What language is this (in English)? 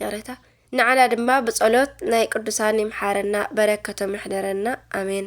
Tigrinya